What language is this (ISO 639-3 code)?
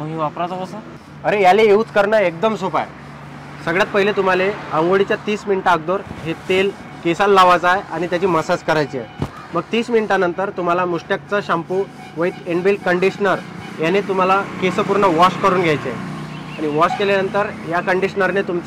mar